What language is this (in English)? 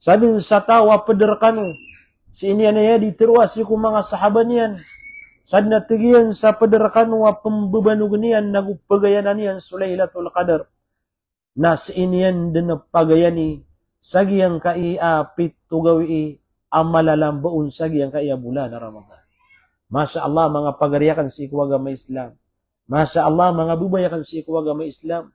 Maranao